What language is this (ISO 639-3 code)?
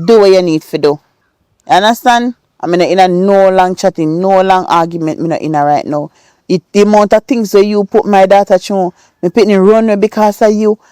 jam